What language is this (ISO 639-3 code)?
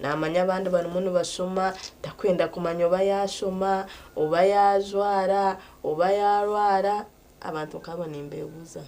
nyn